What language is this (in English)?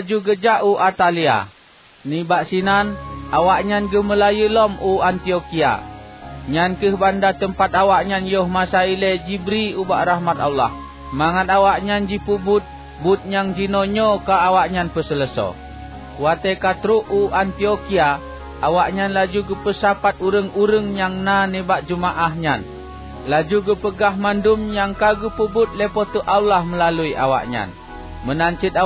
Achinese